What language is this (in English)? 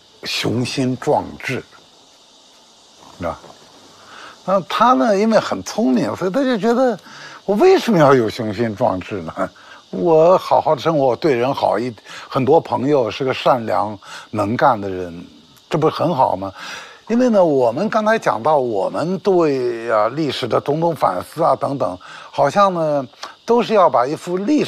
Chinese